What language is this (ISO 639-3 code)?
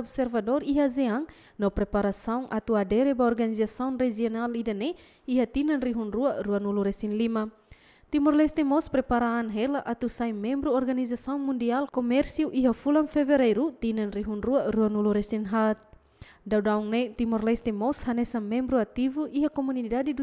tet